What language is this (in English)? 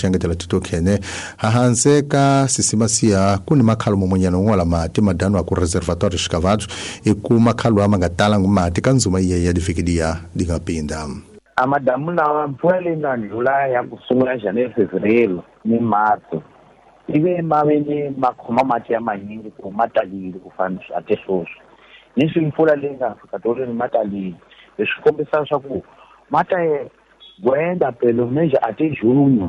Tsonga